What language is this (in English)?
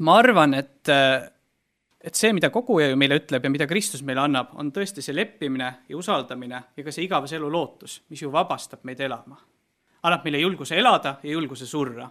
Estonian